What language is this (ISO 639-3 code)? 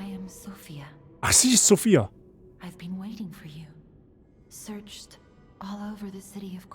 bar